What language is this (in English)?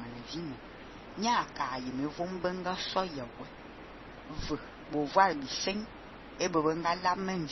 Fang